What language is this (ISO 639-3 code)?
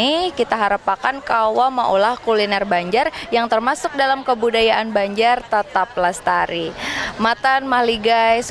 bjn